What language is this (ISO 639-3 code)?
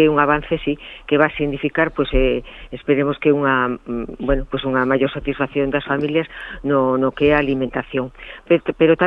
glg